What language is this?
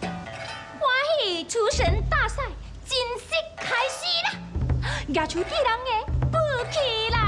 Min Nan Chinese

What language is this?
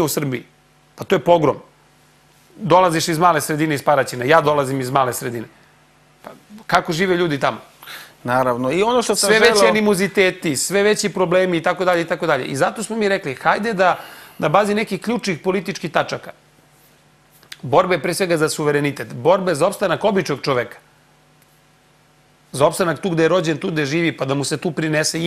Serbian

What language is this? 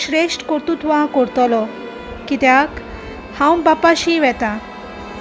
Konkani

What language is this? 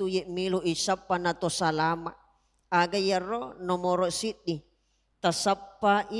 Buginese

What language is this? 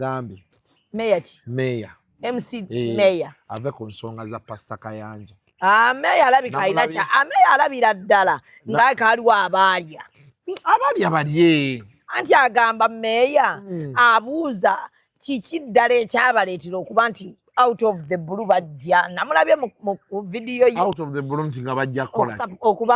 Ganda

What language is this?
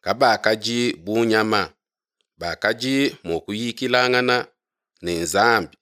Luba-Lulua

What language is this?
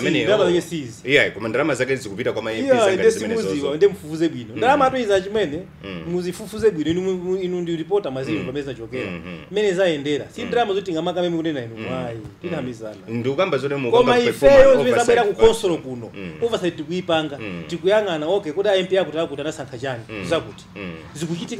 Nyanja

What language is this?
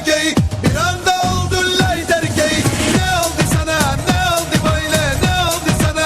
Kara-Kalpak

